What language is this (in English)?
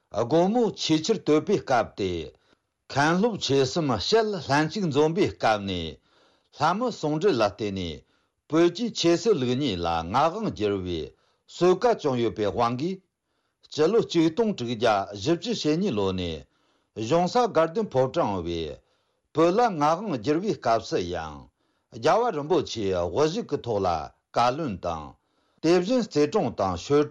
Tibetan